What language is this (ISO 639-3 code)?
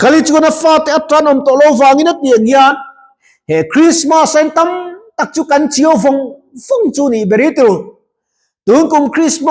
lus